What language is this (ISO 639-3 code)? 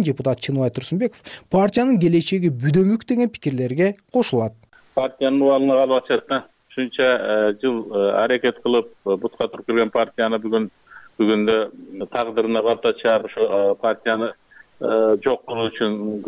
kir